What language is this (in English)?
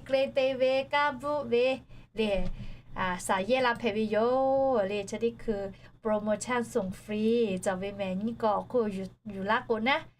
Lahu